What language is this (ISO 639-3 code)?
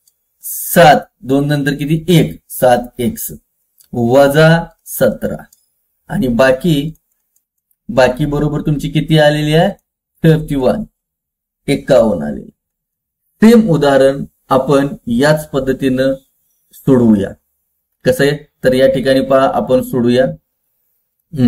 mar